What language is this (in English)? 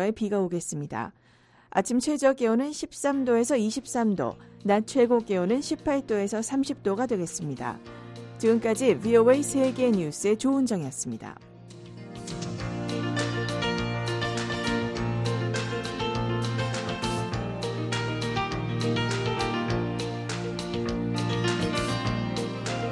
Korean